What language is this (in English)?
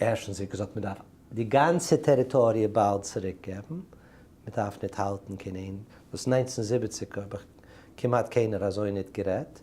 Yiddish